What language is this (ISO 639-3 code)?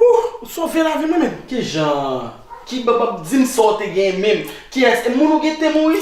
hat